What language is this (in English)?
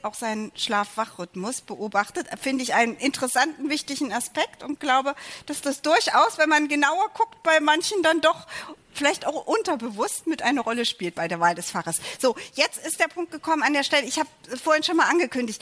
German